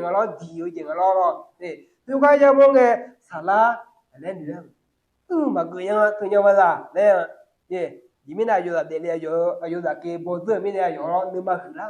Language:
Akha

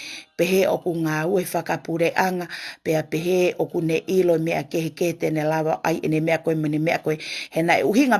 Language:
Tongan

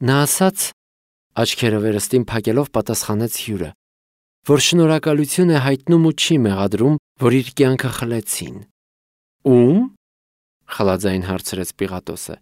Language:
Armenian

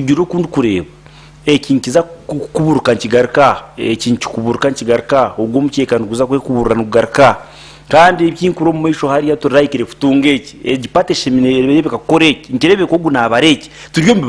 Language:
Nyankole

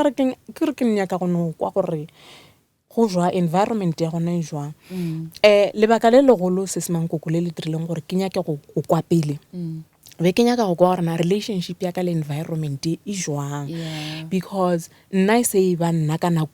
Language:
Northern Sotho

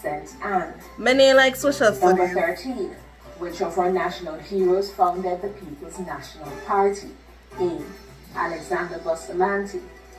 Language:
Jamaican Creole English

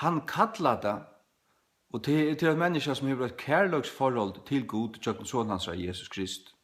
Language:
Faroese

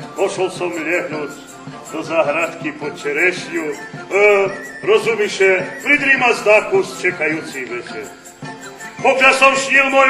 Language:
Rusyn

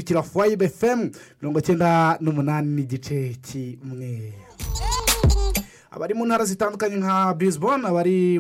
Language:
Kinyarwanda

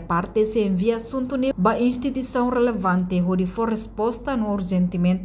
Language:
Tetum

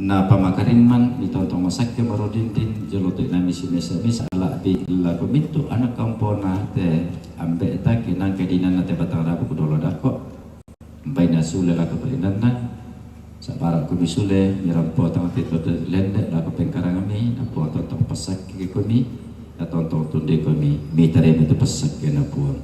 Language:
Toraja-Sa'dan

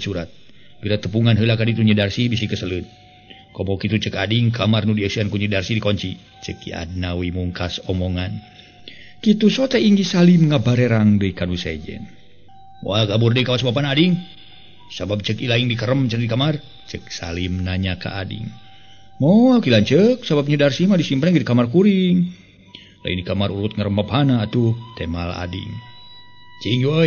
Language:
Sundanese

